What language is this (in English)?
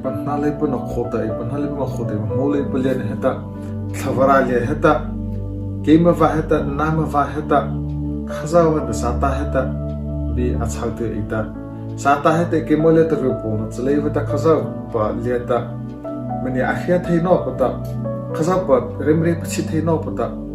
Mara Chin